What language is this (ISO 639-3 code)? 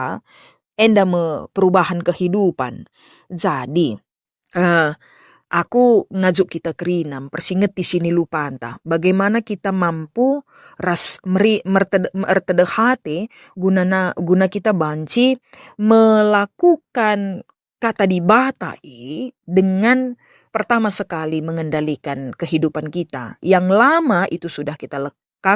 btx